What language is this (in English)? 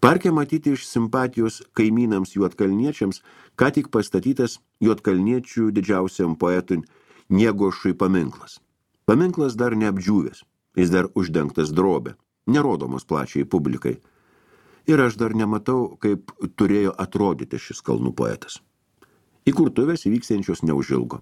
Lithuanian